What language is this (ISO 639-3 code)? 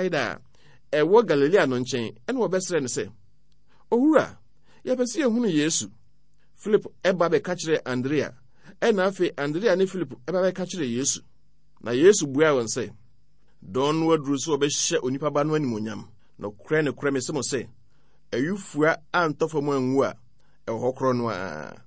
aka